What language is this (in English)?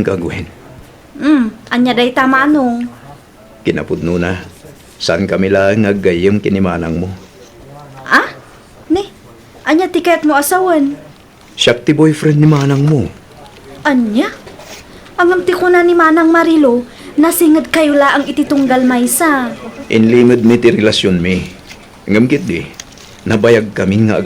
Iloko